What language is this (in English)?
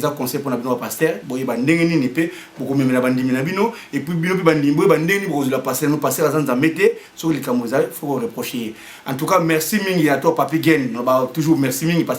Lingala